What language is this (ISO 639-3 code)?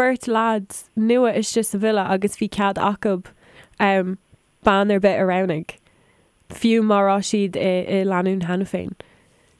gle